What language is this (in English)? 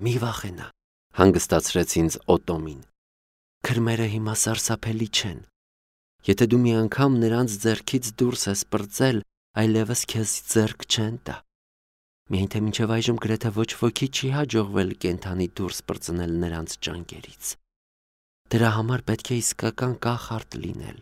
Armenian